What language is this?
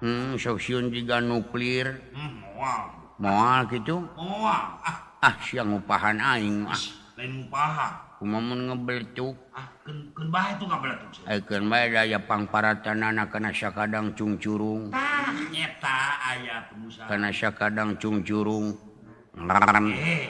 Sundanese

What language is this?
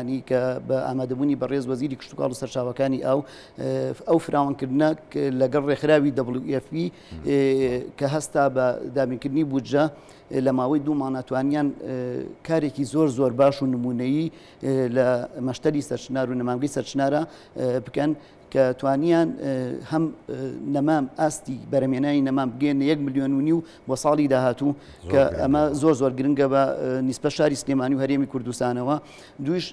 Central Kurdish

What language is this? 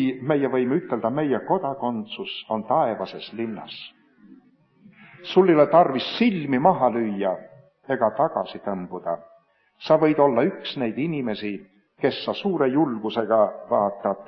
Estonian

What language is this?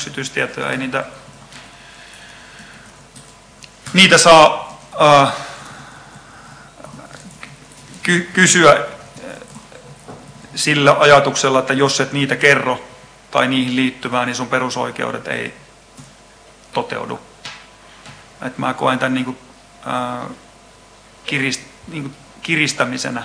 Finnish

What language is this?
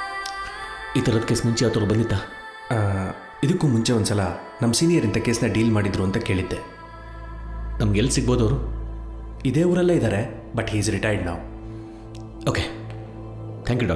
Kannada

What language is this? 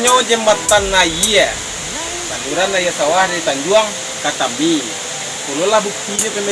Minangkabau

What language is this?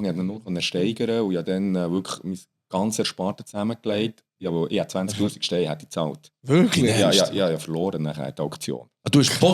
Swiss German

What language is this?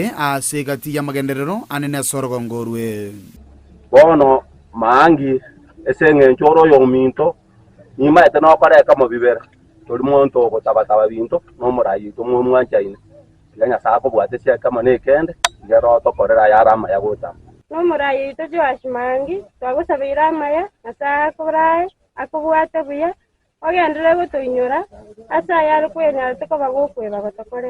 Gusii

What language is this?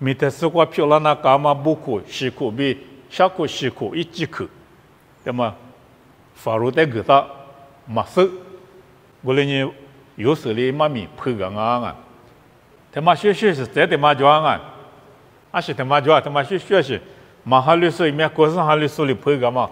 Lisu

